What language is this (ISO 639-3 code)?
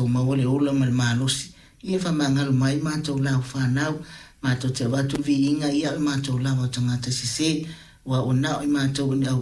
smo